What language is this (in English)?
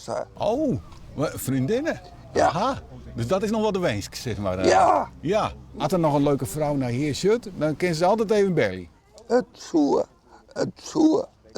Western Frisian